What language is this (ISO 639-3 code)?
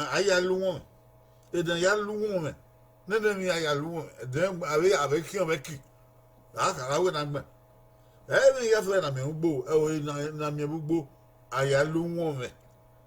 bin